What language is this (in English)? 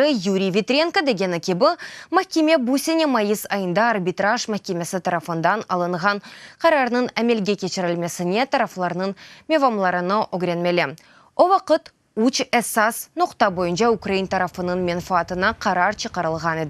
Crimean Tatar